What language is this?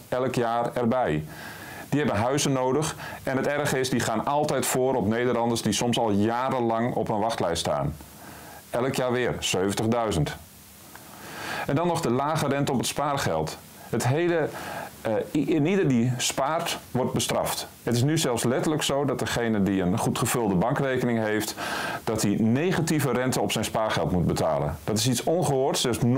Dutch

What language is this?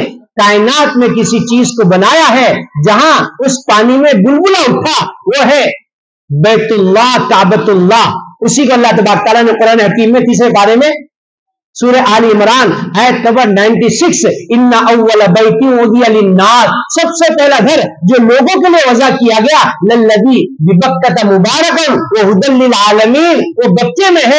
Urdu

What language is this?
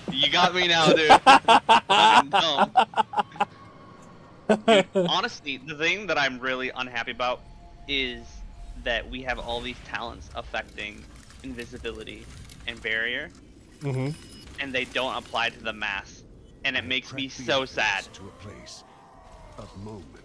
English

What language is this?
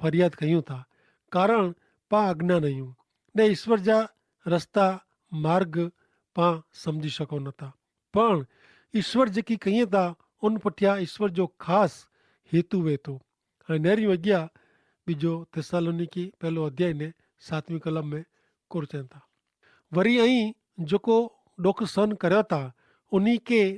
Kachhi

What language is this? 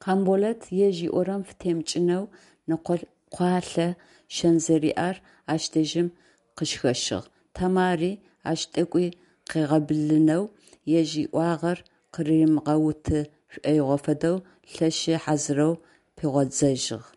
Adyghe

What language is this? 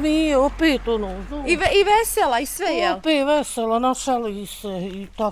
Bosnian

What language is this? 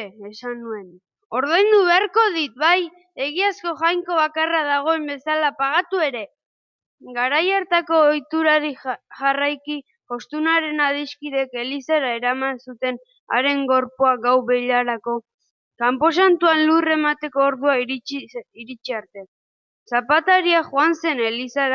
Basque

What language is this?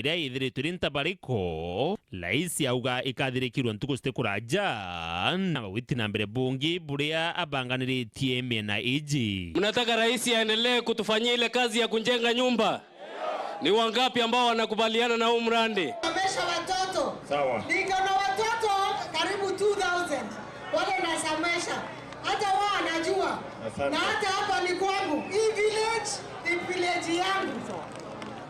Meru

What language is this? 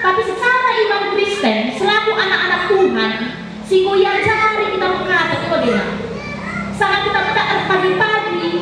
Batak Karo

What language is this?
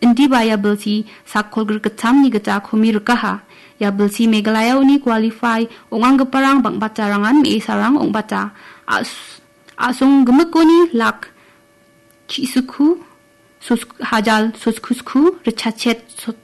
Garo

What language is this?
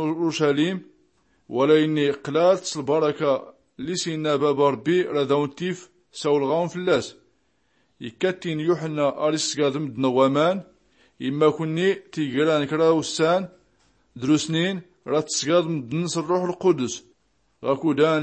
Tachelhit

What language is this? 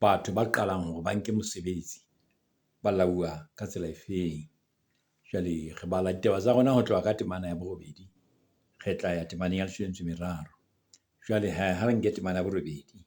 Southern Sotho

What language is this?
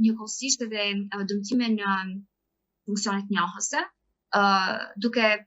Albanian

